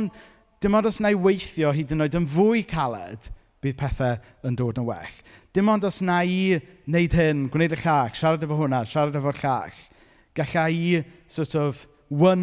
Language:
Welsh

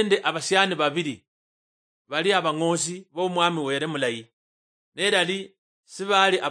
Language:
Luyia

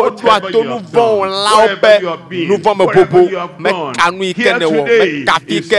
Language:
Ewe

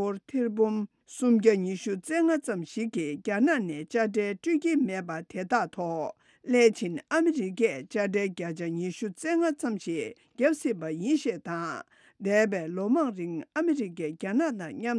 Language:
Tibetan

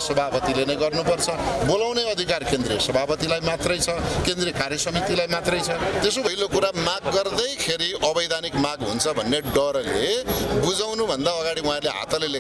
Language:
Nepali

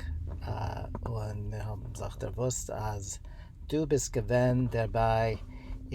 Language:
Yiddish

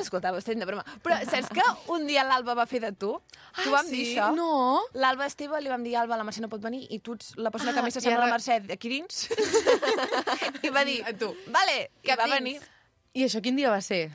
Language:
Catalan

